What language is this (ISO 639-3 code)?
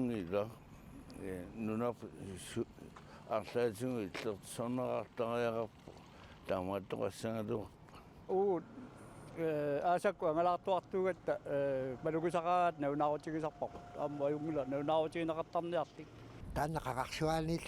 kal